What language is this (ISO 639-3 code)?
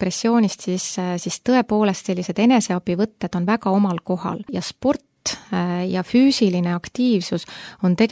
est